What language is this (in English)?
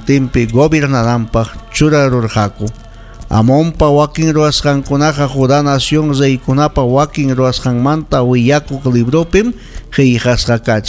Ayacucho Quechua